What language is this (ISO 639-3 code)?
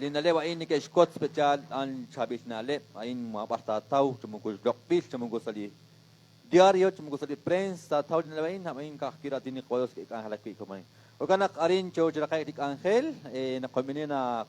kek